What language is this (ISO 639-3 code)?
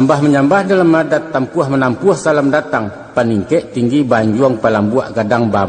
min